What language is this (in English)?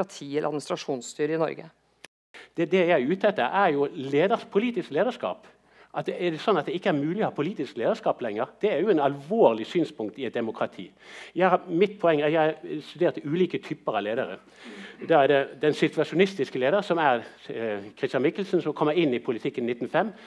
Norwegian